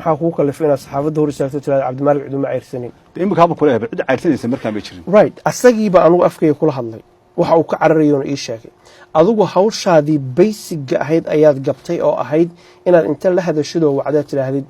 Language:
Somali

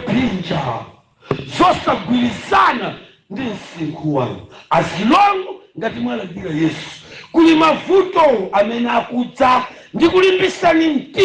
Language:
Nyanja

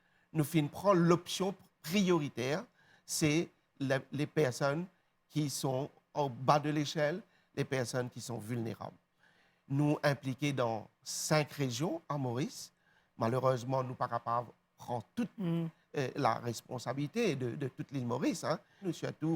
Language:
Morisyen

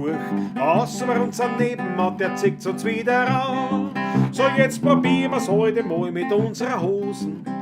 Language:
Bavarian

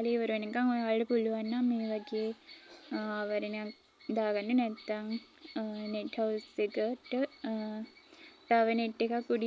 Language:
Sinhala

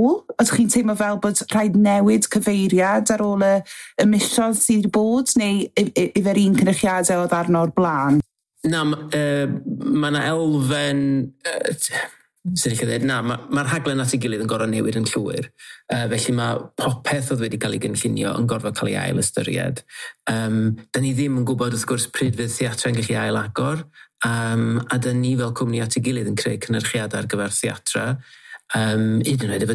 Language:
Welsh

